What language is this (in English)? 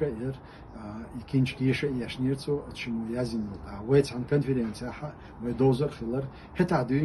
Chechen